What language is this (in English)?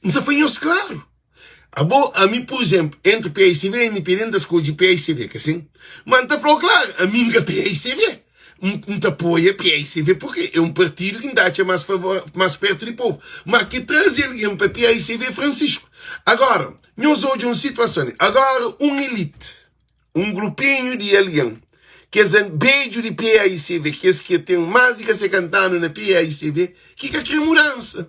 Kabuverdianu